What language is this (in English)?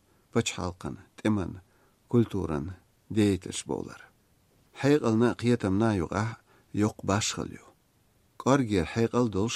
Chechen